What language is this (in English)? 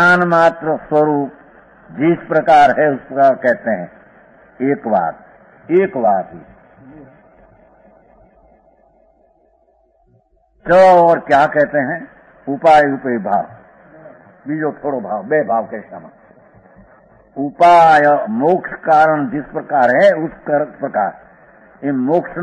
Gujarati